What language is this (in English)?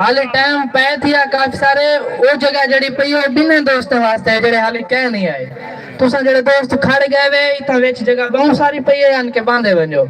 Saraiki